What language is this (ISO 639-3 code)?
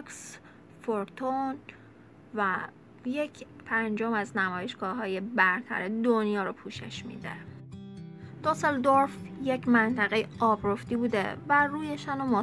fas